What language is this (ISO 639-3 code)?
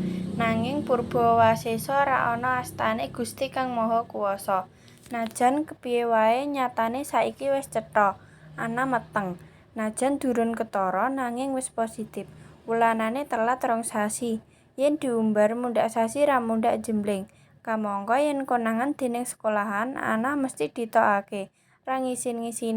jav